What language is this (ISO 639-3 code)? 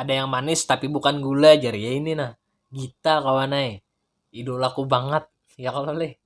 bjn